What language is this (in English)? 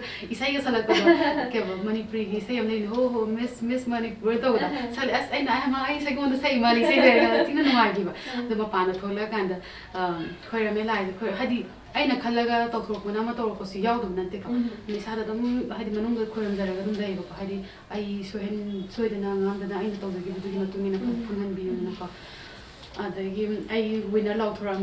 Manipuri